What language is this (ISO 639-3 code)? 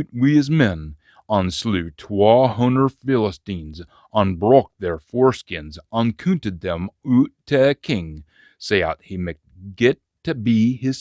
sco